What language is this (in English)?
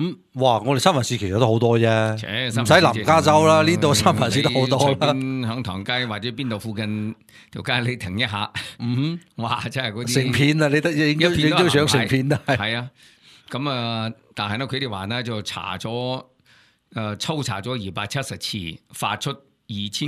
Cantonese